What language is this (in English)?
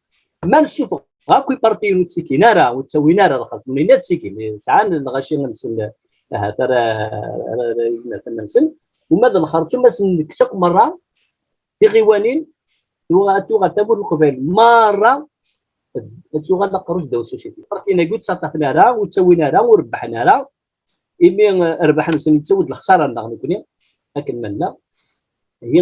Kabyle